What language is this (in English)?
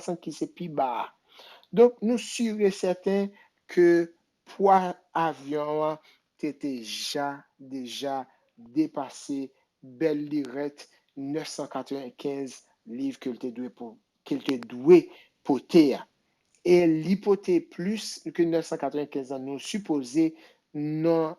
Haitian Creole